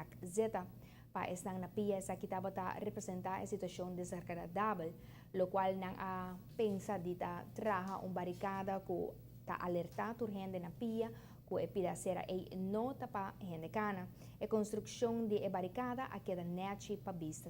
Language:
Papiamento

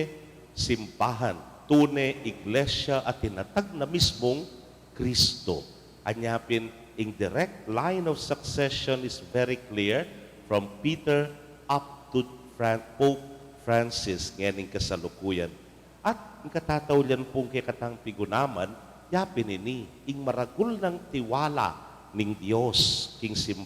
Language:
Pampanga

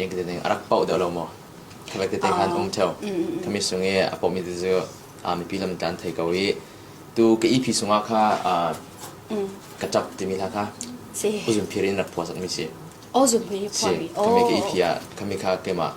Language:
Falam Chin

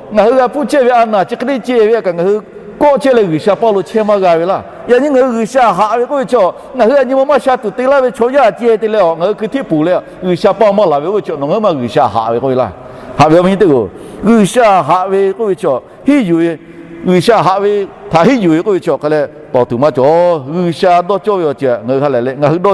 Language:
Lahu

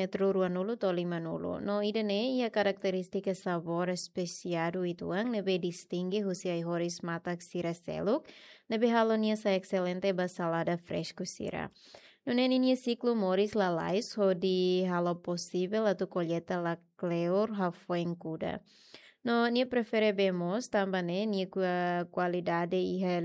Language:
Tetum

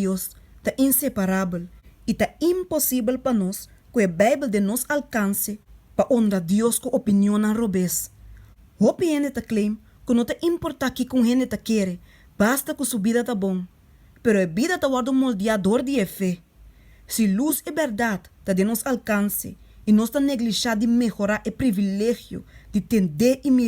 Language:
Papiamento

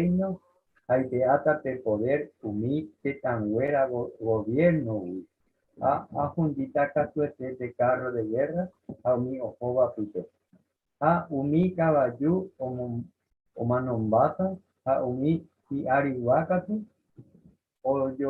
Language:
Guarani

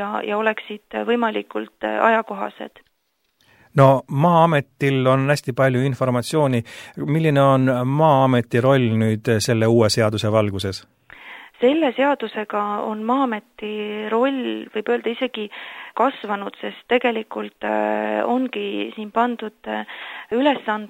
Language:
Estonian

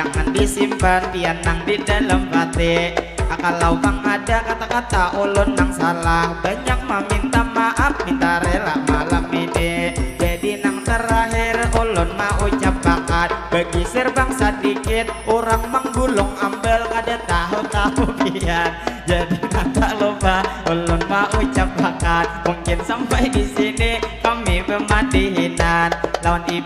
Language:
Banjar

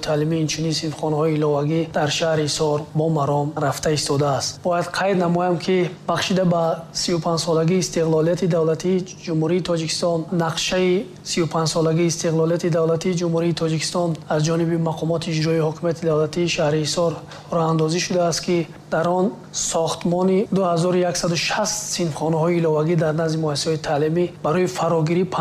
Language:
Tajik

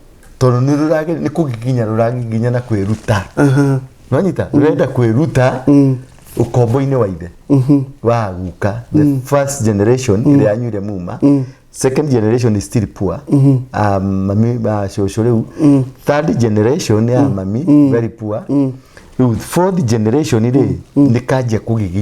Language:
Kikuyu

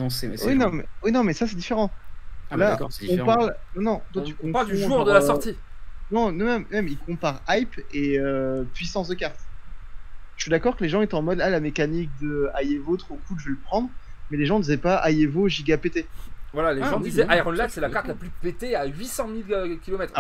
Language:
French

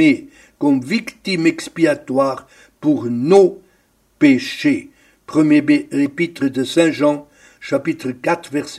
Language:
French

